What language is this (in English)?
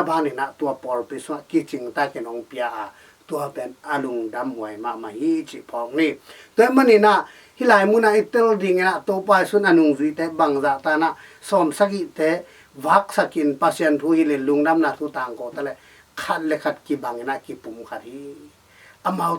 Tedim Chin